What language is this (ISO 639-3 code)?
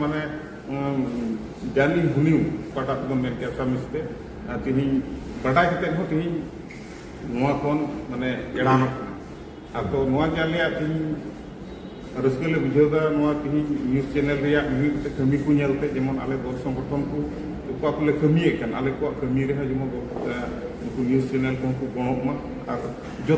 sat